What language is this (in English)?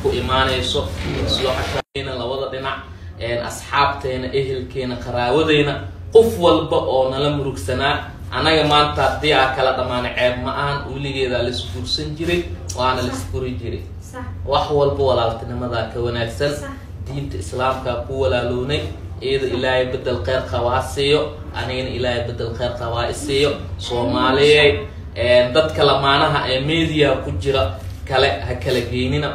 Somali